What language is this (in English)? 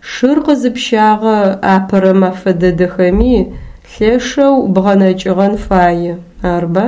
Adyghe